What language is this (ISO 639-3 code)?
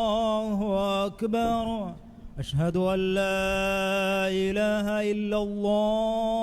div